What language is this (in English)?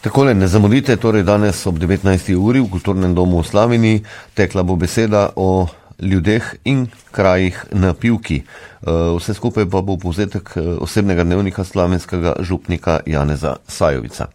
Slovenian